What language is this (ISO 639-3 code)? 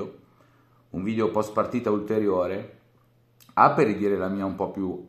ita